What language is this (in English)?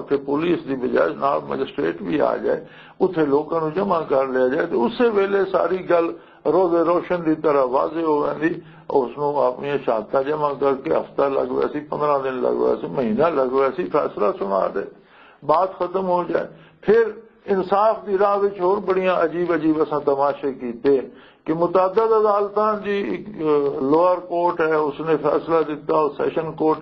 Western Panjabi